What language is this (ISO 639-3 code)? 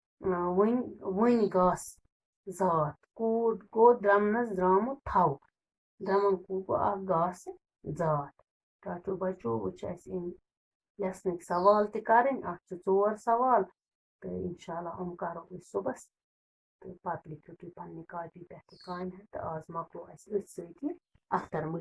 kas